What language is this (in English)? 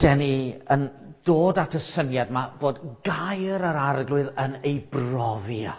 Welsh